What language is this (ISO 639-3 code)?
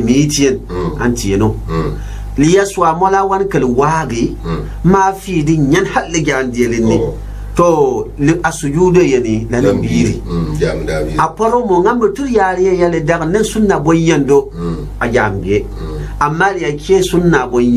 gux